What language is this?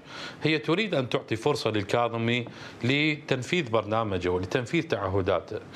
Mesopotamian Arabic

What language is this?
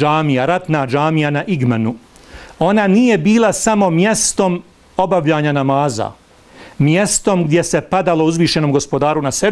Bosnian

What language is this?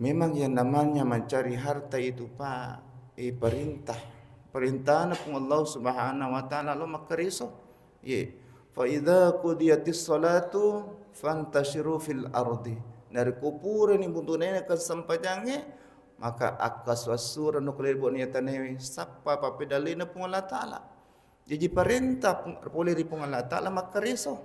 Buginese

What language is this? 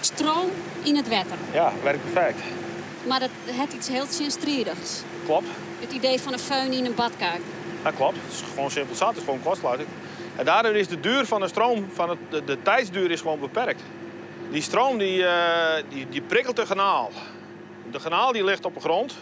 Western Frisian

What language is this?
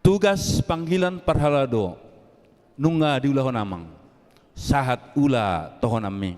Batak Toba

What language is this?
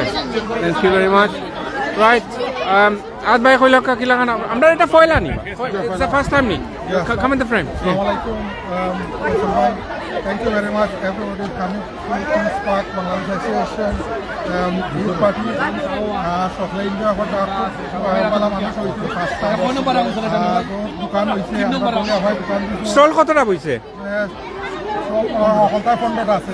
Sylheti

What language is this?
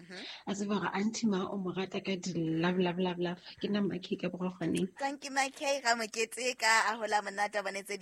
Southern Sotho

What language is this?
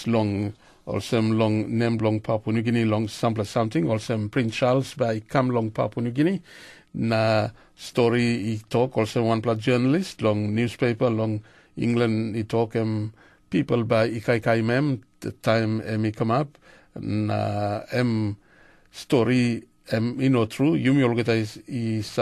Tok Pisin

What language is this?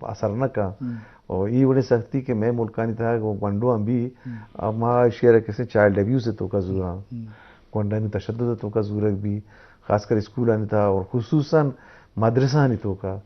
Eastern Balochi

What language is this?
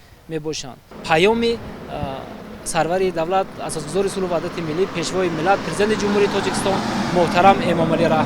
Tajik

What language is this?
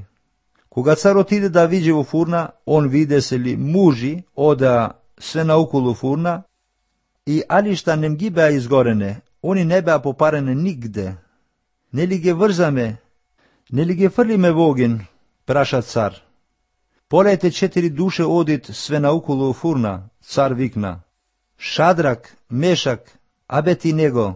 Macedonian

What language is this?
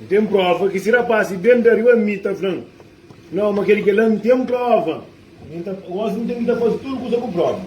Kabuverdianu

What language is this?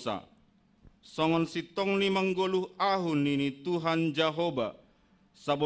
Batak Simalungun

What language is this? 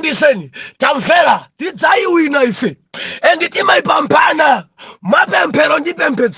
Nyanja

